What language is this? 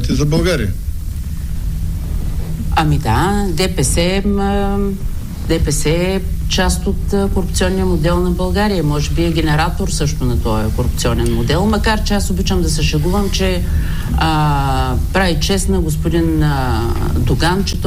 Bulgarian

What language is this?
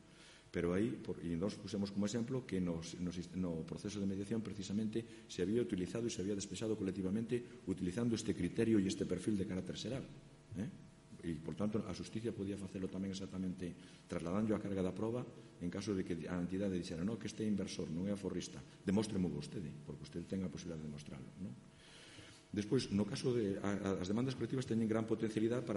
Galician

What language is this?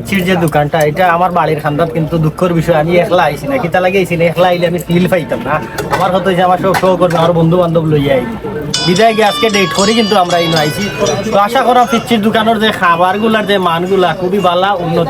Sylheti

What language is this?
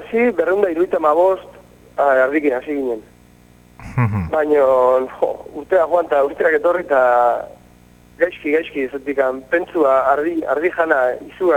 Basque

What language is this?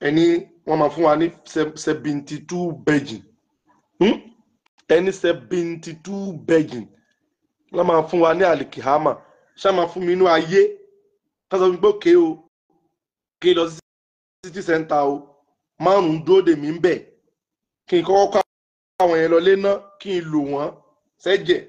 Yoruba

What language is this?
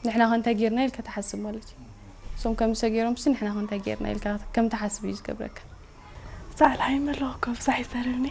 Tigrinya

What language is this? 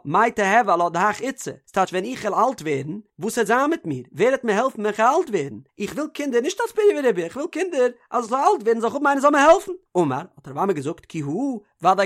Yiddish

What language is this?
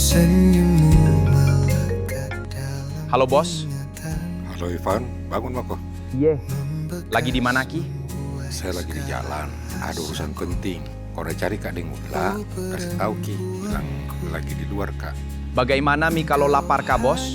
Makassar Malay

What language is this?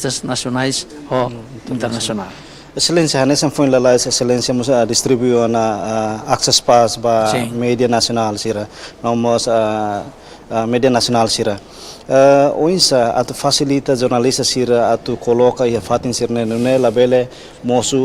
Tetum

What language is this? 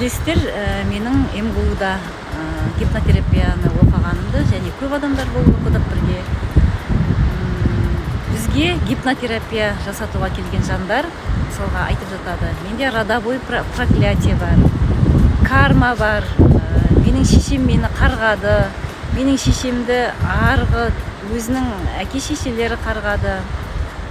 Kazakh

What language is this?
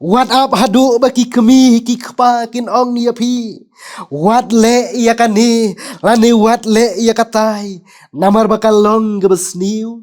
Khasi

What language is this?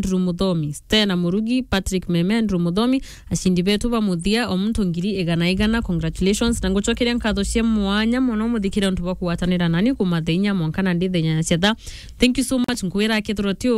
Meru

